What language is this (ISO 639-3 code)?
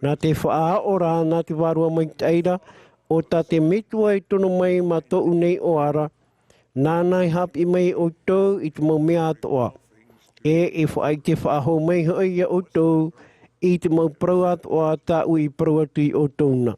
tah